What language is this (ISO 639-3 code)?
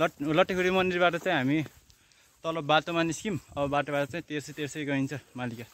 nep